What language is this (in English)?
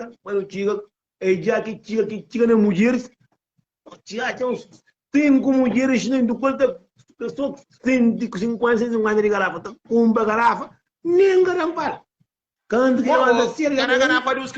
Kabuverdianu